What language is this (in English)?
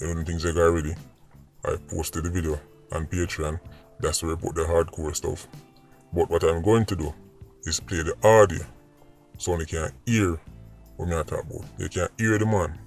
Jamaican Creole English